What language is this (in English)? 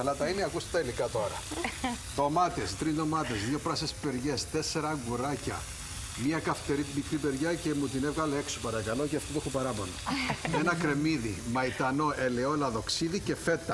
Greek